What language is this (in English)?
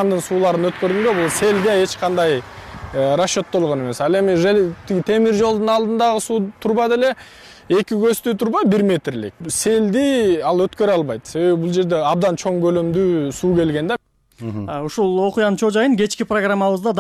Kyrgyz